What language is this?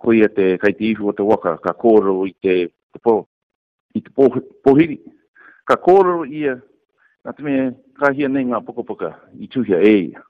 Māori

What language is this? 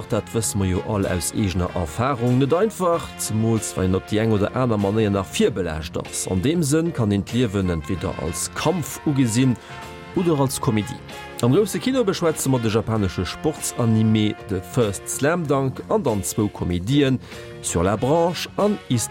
Luxembourgish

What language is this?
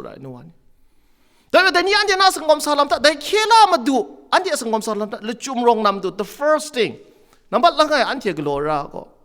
Kachin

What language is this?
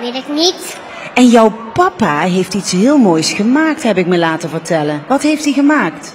Limburgish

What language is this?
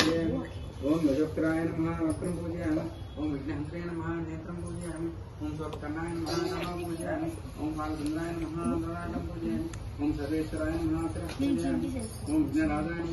Telugu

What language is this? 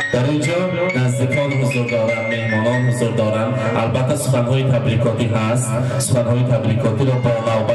Persian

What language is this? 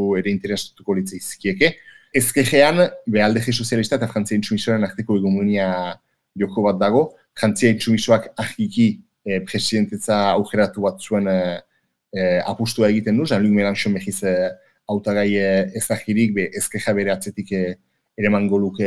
Basque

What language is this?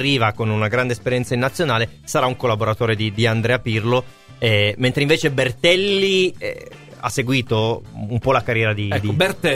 Italian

